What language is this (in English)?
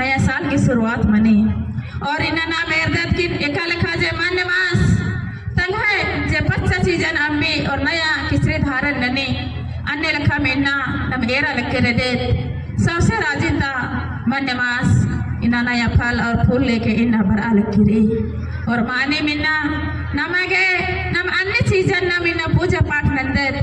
Kurukh